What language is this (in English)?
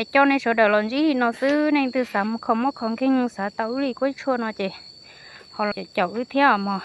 Hmong